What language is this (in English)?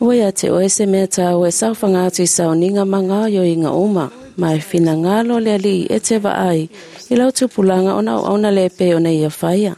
Samoan